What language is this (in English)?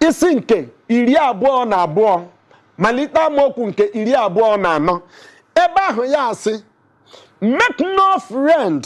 Igbo